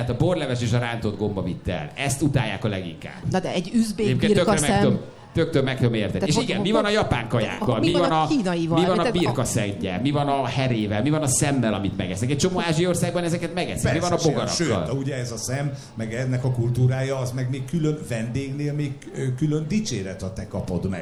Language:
Hungarian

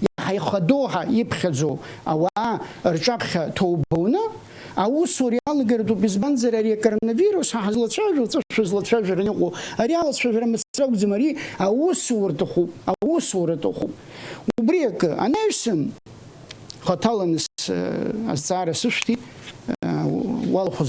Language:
Abkhazian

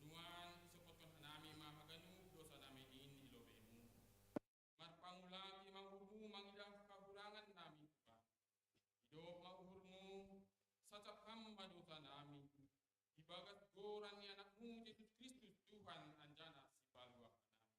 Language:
Batak Simalungun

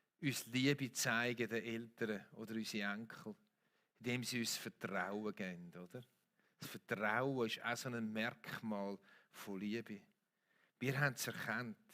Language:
Swiss German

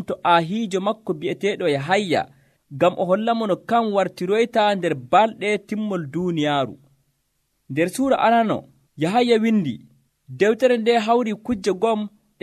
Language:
Nigerian Fulfulde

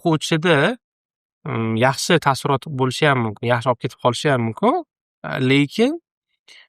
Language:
Uzbek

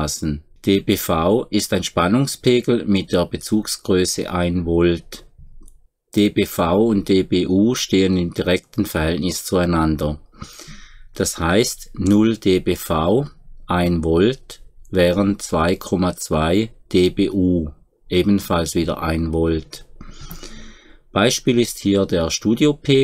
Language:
German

